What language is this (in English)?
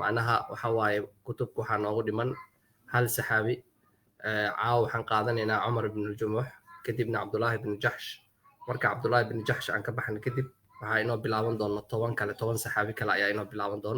Somali